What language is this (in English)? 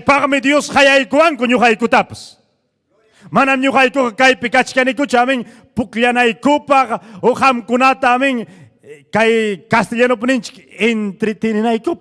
Ayacucho Quechua